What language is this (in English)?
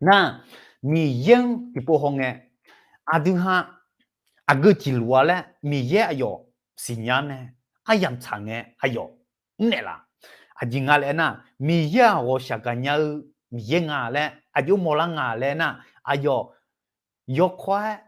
Akha